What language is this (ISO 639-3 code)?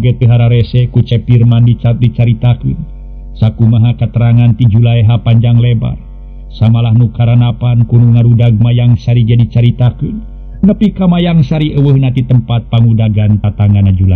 sun